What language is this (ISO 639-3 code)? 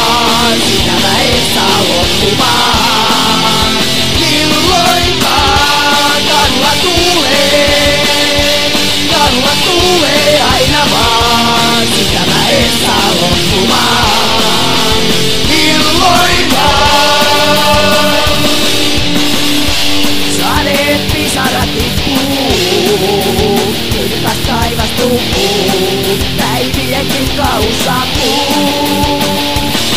fin